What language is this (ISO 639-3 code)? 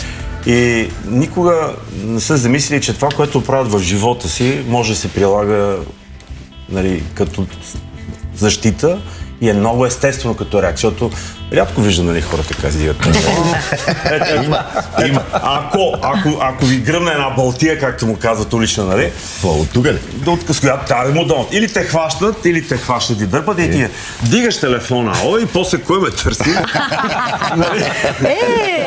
bul